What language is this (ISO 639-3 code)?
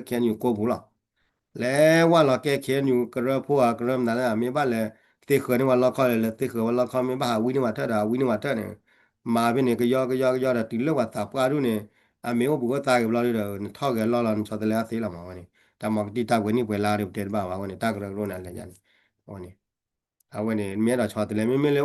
ksw